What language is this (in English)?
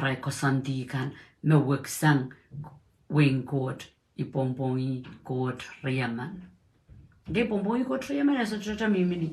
Pohnpeian